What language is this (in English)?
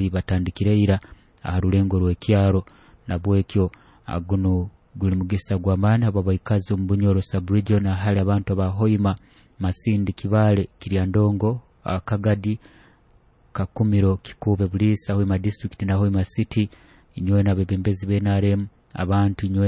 Nyoro